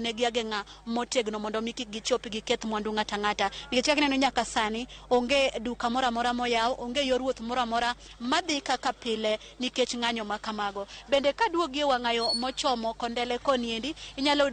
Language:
Luo (Kenya and Tanzania)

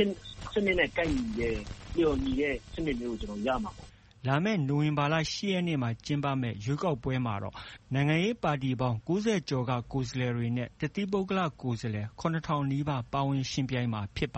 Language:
Burmese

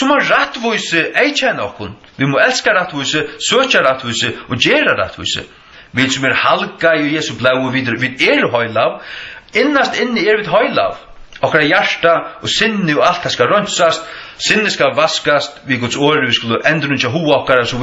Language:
Faroese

